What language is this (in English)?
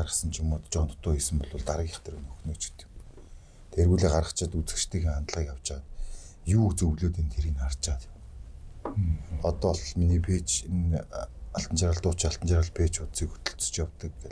Mongolian